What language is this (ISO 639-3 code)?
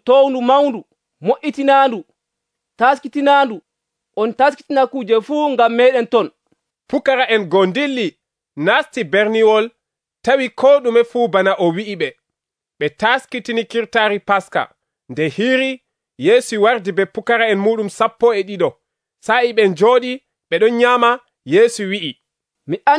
fuv